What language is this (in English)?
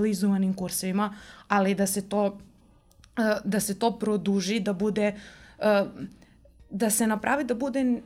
Serbian